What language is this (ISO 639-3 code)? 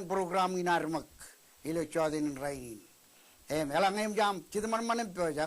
mah